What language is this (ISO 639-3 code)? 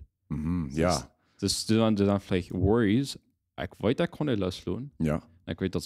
pdt